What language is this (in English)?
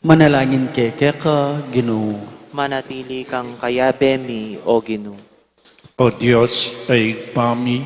Pampanga